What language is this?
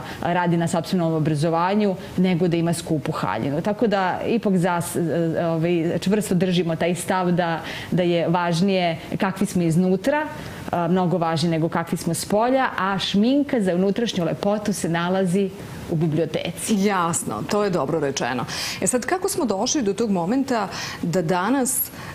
Serbian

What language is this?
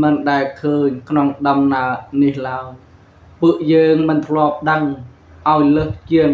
Khmer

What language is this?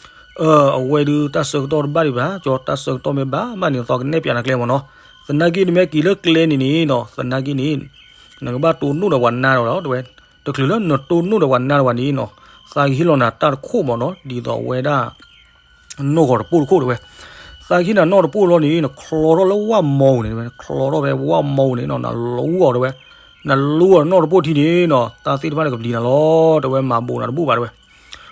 S'gaw Karen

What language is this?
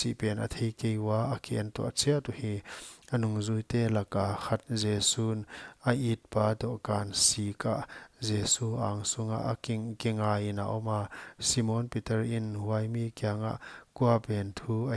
Paite Chin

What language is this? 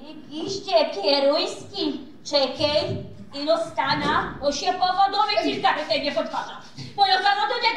Silesian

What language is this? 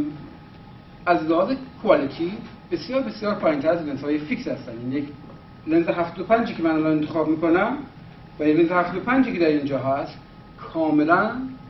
Persian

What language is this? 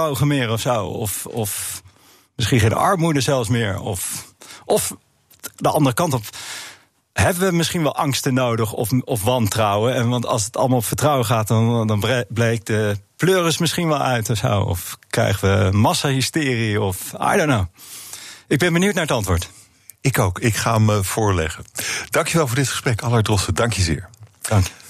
Dutch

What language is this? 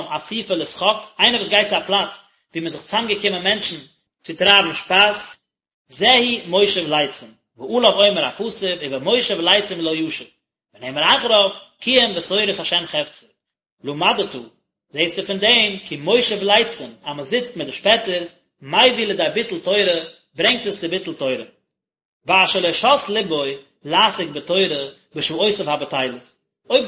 Yiddish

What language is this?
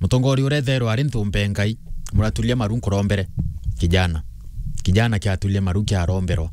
Meru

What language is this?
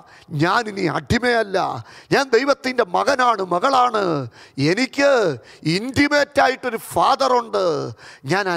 Malayalam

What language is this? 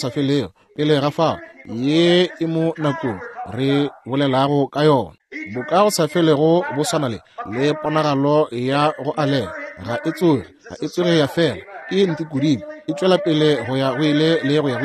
Northern Sotho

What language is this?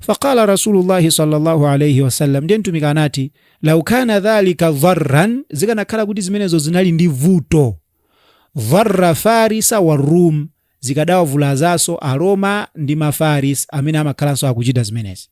Nyanja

